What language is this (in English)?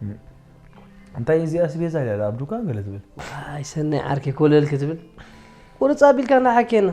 Tigrinya